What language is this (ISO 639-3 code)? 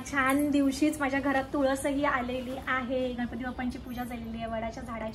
mar